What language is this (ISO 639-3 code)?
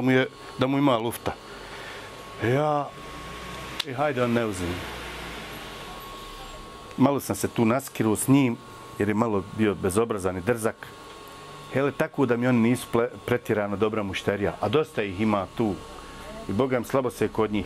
bos